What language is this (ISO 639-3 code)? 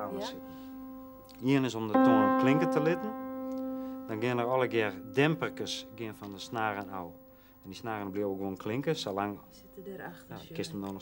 fry